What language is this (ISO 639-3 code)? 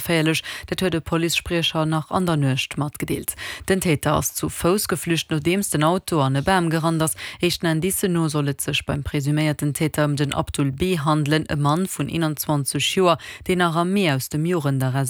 ltz